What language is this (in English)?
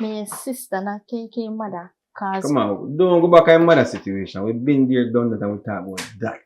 Jamaican Creole English